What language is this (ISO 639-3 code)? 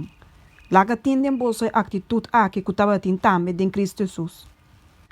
pap